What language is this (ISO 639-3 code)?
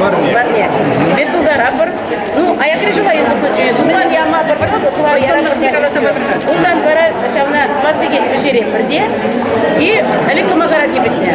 chv